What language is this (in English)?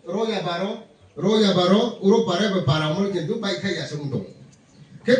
Riang (India)